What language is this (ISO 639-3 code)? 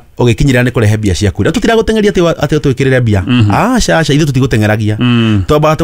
kik